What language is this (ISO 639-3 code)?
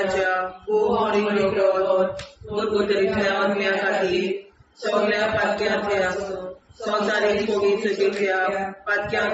kok